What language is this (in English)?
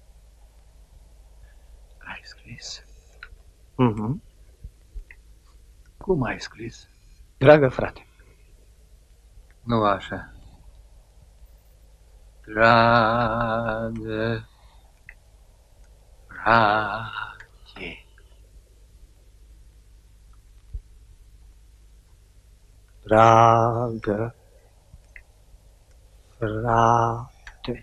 Romanian